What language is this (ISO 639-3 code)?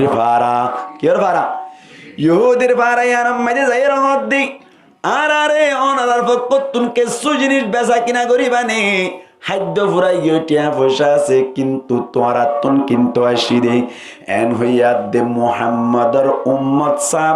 rhg